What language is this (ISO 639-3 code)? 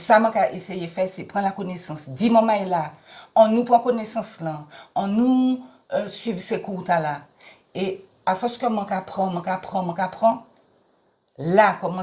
gcf